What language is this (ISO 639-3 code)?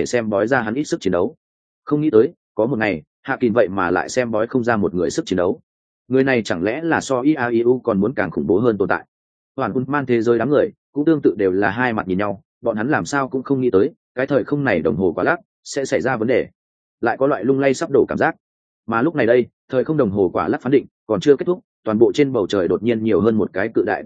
vie